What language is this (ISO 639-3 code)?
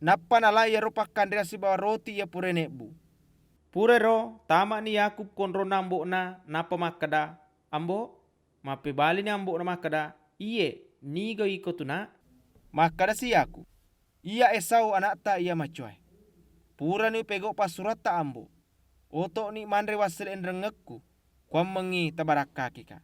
bug